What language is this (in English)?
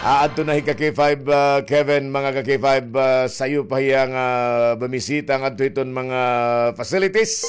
Waray